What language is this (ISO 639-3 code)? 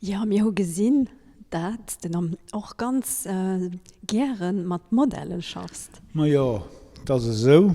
ltz